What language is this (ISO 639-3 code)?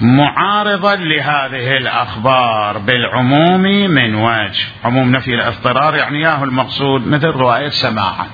acm